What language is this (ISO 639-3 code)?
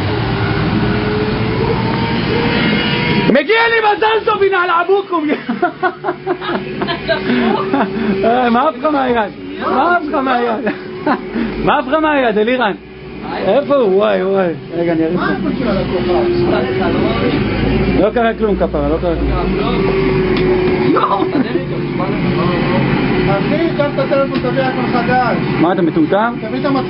heb